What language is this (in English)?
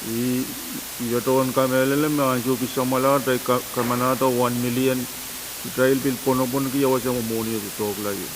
Pohnpeian